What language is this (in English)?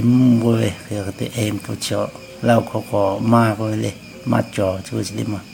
Lahu